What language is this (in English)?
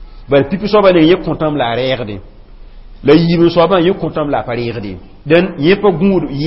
Mossi